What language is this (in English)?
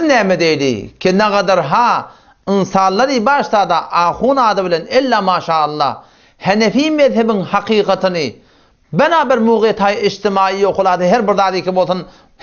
Turkmen